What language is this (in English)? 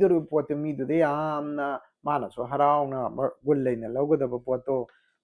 Manipuri